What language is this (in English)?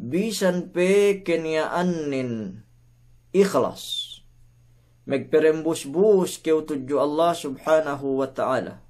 Yakan